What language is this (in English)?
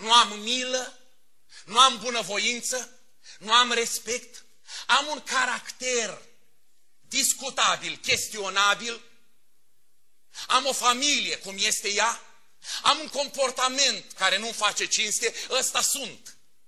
Romanian